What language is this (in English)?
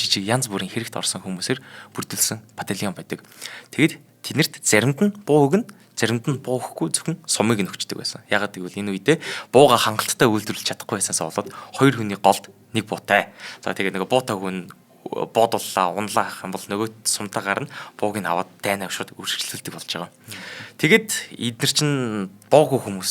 Mongolian